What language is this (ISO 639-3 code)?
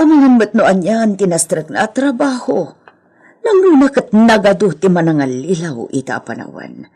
ilo